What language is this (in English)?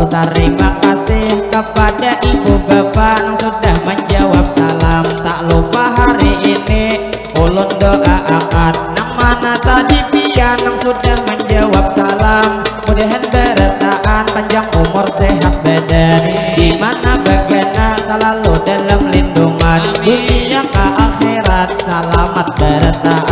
Banjar